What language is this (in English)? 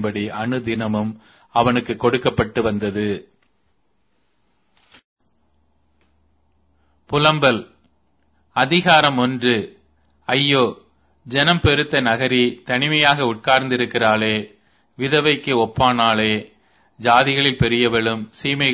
Tamil